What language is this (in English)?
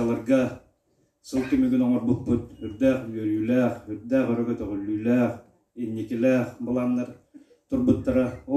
Yakut